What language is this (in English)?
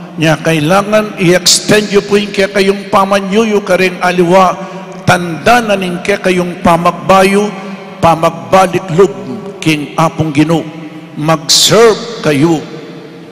Pampanga